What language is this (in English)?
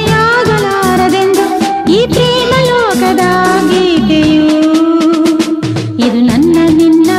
Kannada